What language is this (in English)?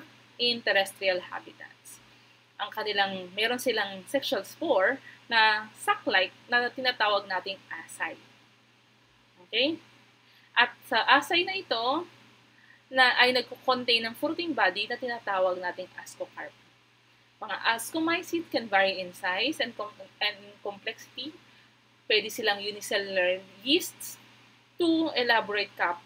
Filipino